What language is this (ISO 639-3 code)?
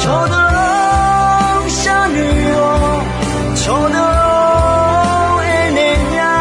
ahk